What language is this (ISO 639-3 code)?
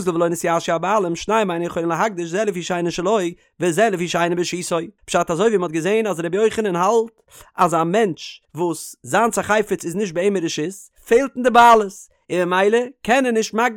yid